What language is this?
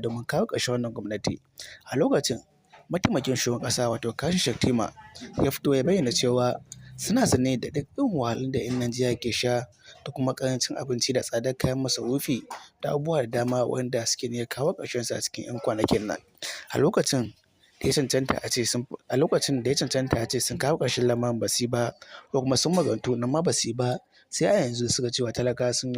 Hausa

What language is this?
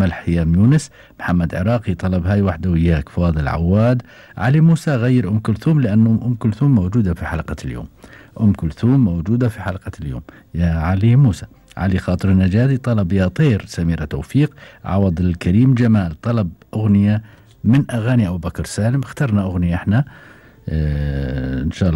Gulf Arabic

